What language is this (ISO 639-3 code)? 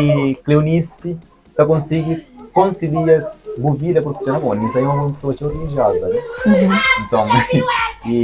kea